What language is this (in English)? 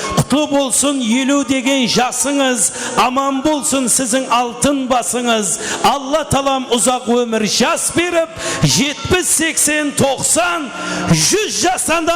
Kara-Kalpak